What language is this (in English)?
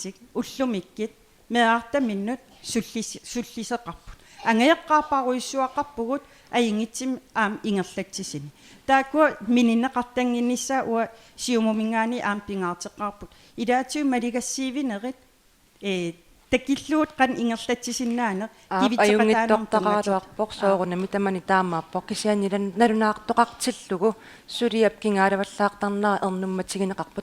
Kalaallisut